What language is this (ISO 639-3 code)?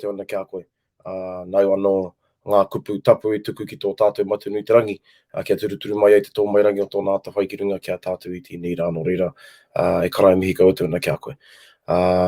mri